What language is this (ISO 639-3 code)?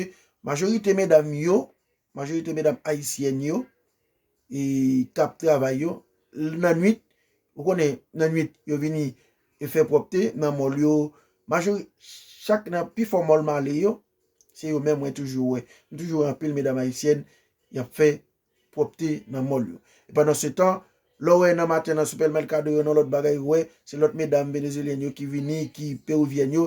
hat